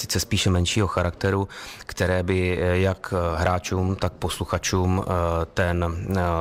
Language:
Czech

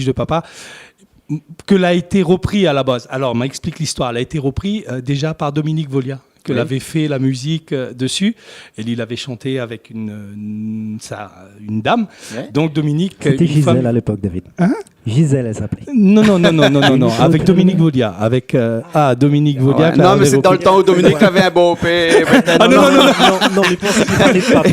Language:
Réunion Creole French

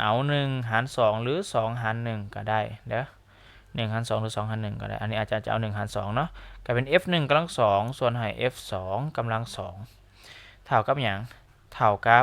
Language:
Lao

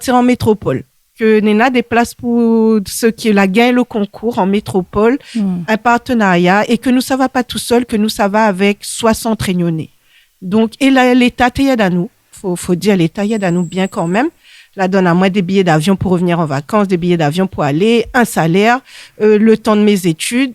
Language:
Réunion Creole French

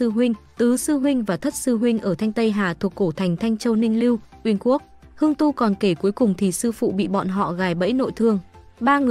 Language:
Vietnamese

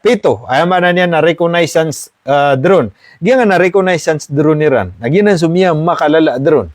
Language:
Maranao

